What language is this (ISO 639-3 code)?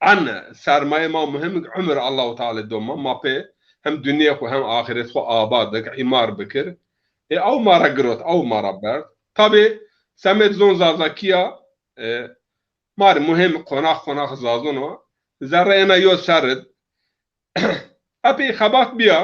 zza